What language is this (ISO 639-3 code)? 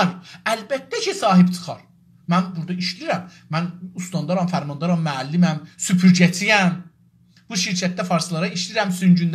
azb